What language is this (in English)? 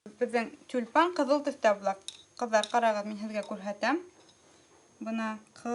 Bashkir